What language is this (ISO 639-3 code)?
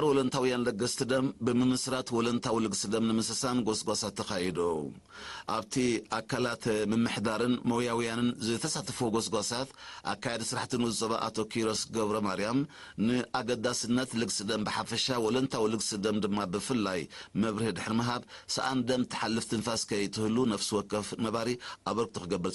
tir